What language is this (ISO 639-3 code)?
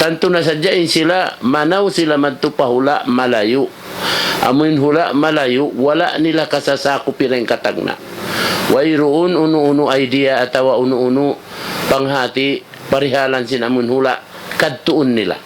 tsg